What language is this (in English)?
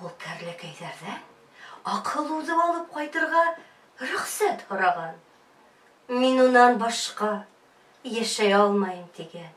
Bashkir